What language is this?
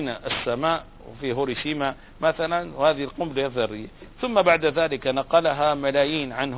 Arabic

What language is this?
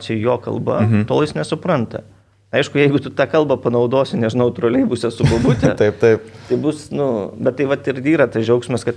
Lithuanian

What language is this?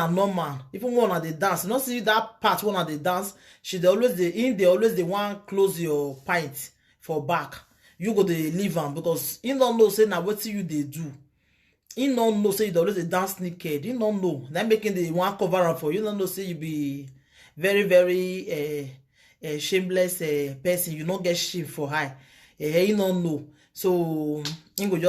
Nigerian Pidgin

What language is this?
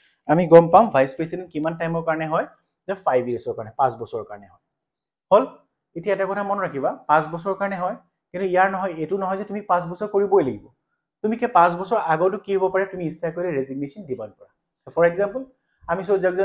Assamese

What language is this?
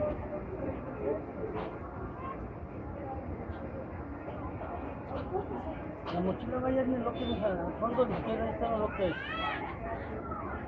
Spanish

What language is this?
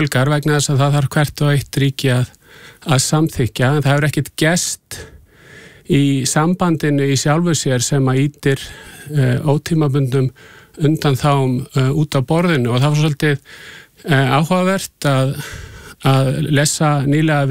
Icelandic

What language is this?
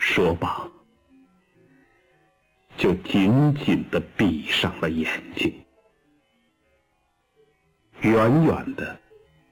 Chinese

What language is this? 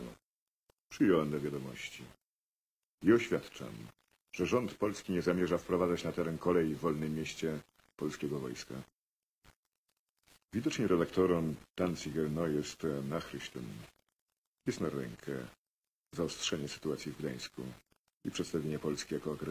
Polish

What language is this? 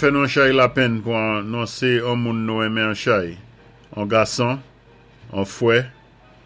Saint Lucian Creole French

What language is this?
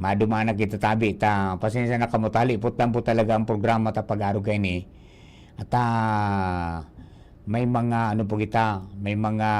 Bikol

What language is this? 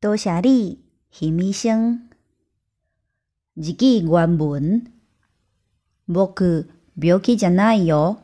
Min Nan Chinese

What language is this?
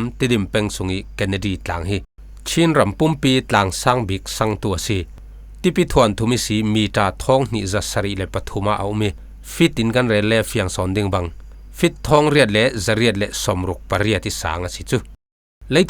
Falam Chin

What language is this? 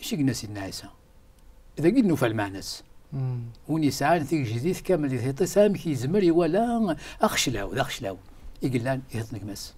Kabyle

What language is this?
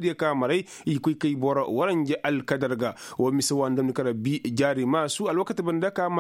Koyraboro Senni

